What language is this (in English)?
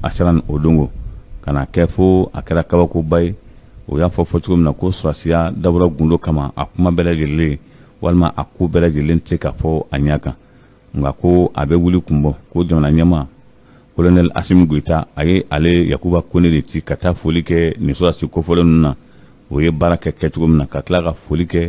Bambara